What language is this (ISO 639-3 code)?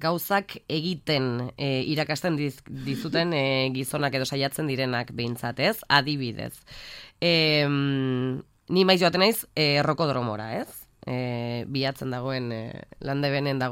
eus